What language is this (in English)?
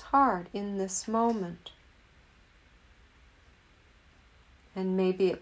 English